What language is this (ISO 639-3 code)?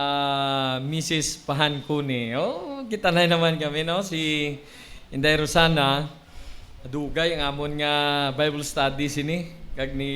hil